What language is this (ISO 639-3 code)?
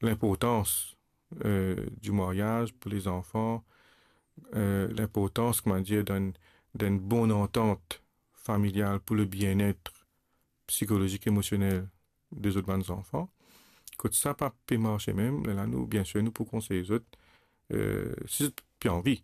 mfe